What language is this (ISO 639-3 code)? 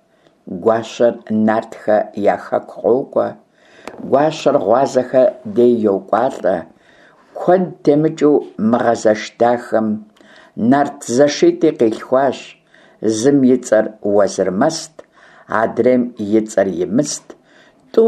kbd